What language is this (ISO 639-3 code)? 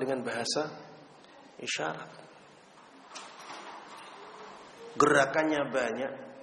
ind